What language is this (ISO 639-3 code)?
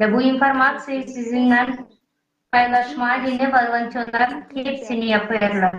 gag